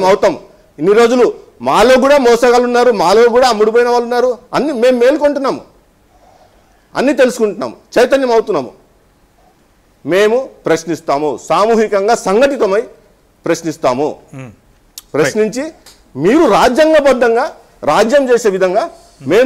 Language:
Telugu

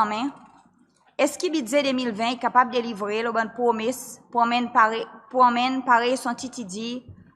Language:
Seselwa Creole French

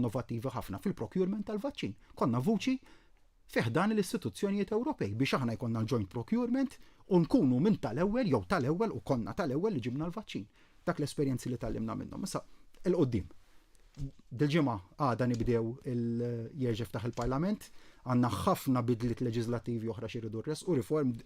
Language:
Maltese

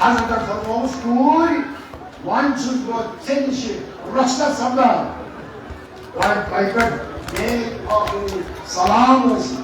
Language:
Kashmiri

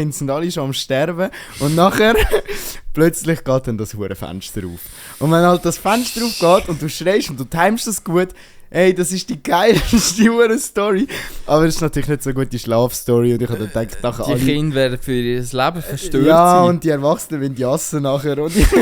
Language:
Swiss German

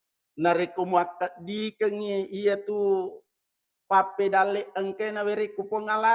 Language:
Buginese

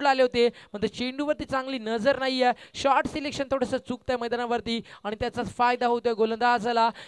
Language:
Marathi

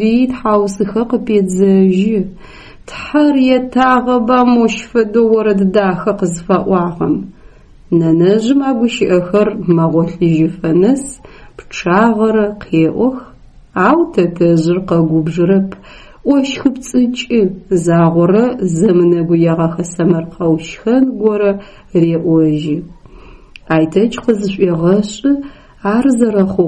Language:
Adyghe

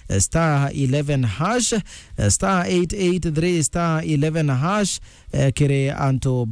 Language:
Meru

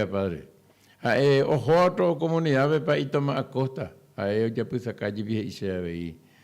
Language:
Guarani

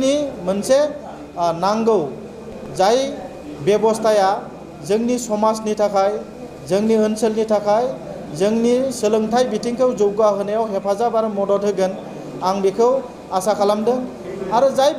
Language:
Bodo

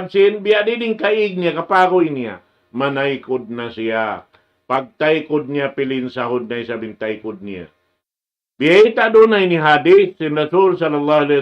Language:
Tausug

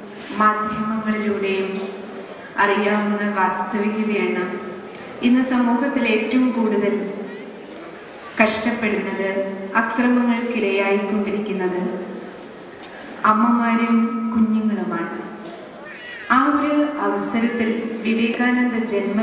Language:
Malayalam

